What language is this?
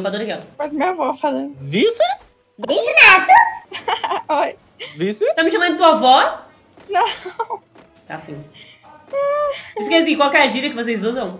Portuguese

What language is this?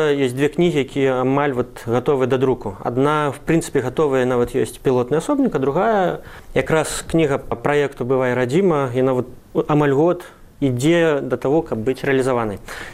Belarusian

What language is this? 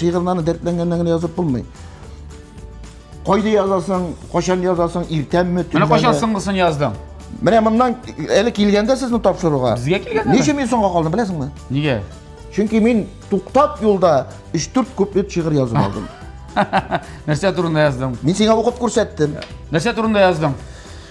Tatar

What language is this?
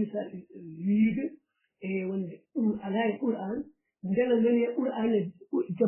Fula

